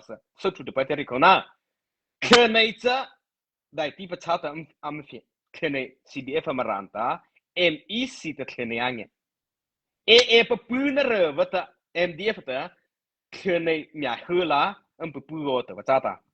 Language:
Mara Chin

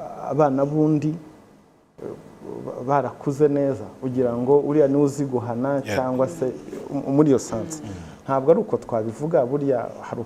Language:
Kinyarwanda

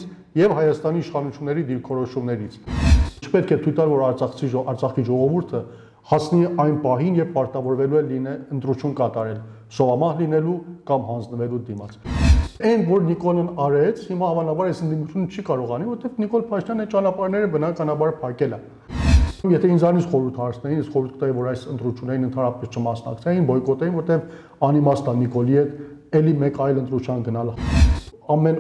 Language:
Armenian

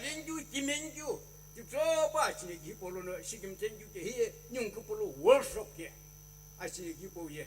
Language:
Sumi Naga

